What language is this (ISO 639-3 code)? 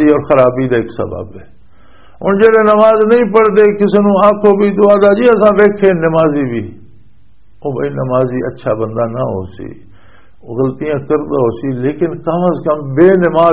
lah